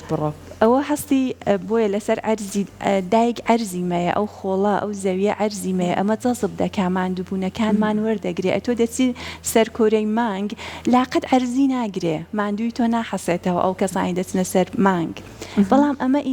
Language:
Central Kurdish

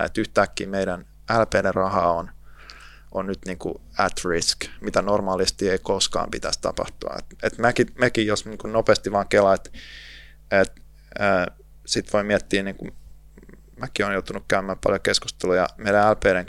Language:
Finnish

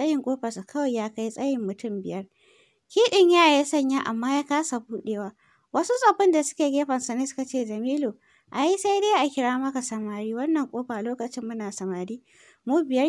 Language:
Hausa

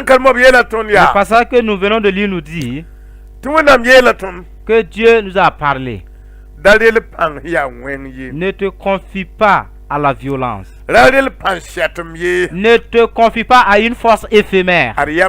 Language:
Mossi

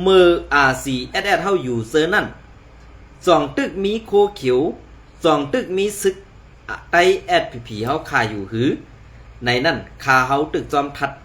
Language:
Shan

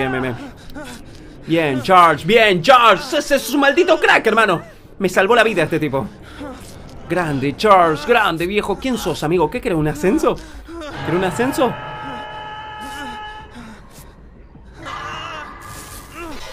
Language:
Spanish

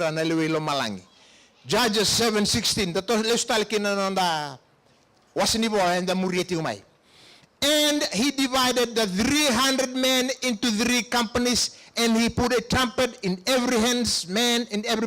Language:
Fijian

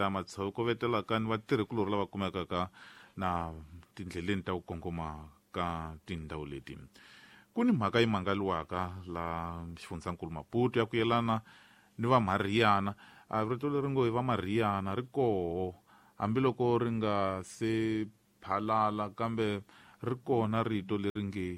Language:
Tsonga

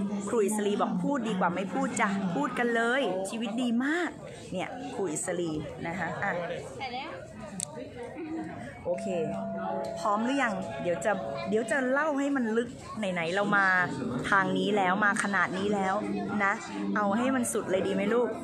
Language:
Thai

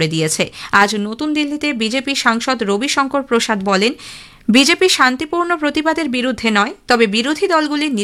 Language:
Bangla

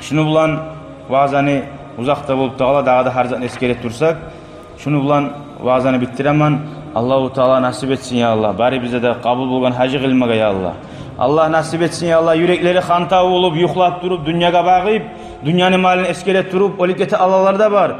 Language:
Kumyk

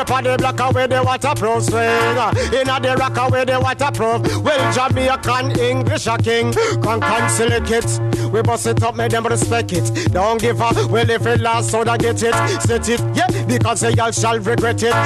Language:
Jamaican Creole English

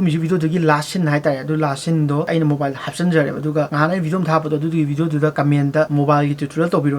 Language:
Manipuri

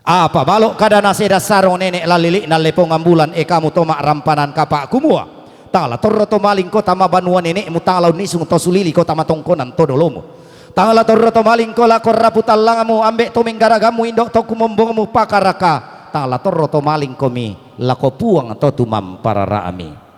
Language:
Toraja-Sa'dan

